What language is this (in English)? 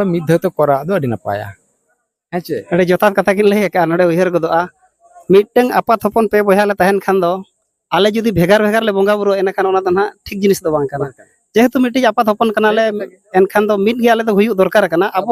Santali